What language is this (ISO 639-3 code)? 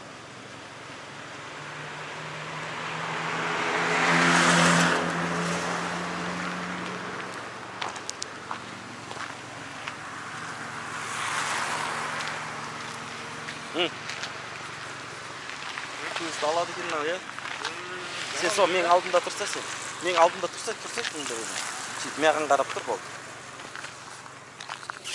kaz